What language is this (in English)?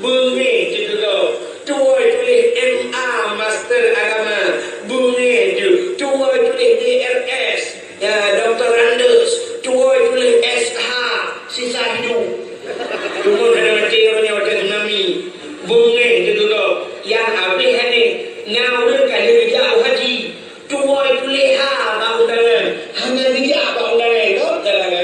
Achinese